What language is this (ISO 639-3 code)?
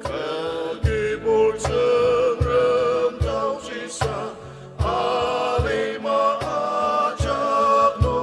njo